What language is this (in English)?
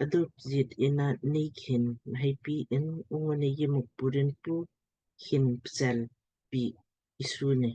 Lamkang